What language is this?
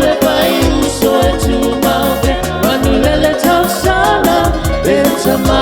Samoan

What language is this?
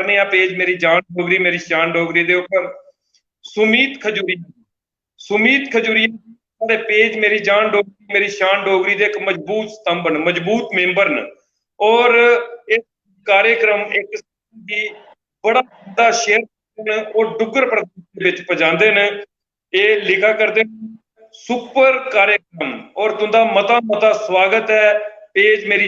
Dogri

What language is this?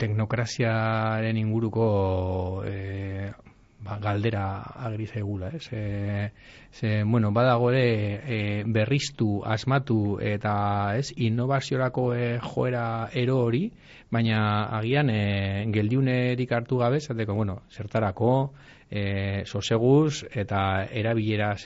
Basque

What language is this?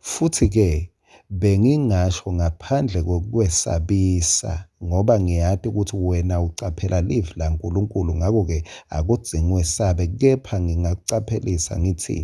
Swati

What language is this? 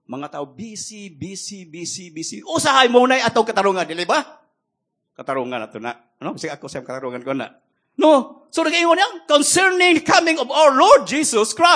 Cebuano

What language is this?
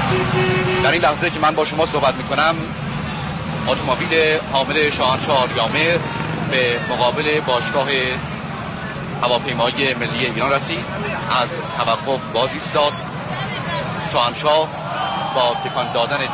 Persian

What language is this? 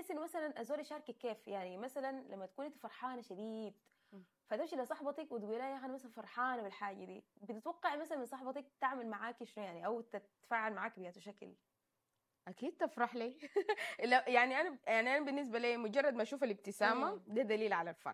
Sudanese Arabic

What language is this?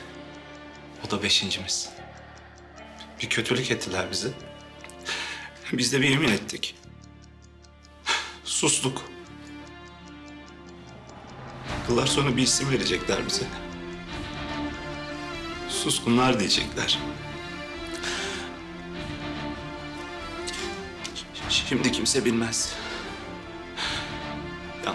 Turkish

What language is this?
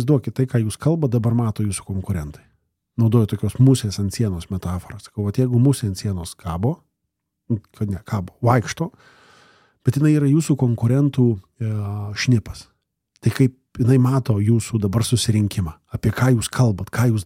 Lithuanian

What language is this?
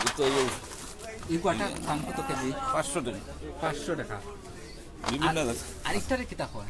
Sylheti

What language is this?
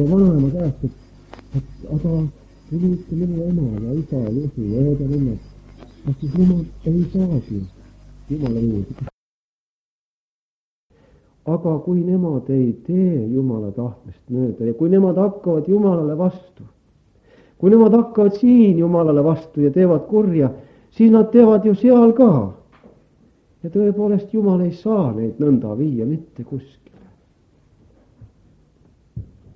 Estonian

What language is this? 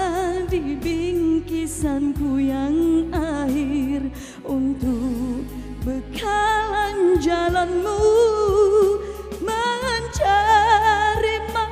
Malay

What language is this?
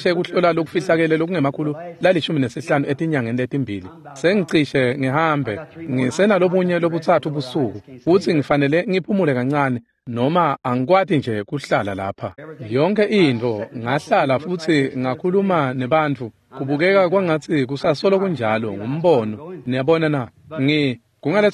Swati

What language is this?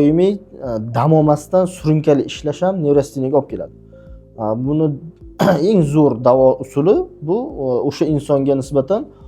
Uzbek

